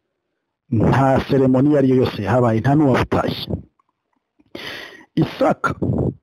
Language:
Kinyarwanda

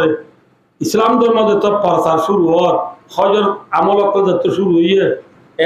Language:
Rohingya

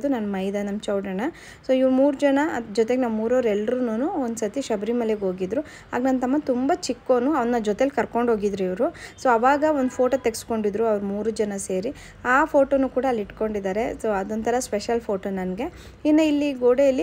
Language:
Kannada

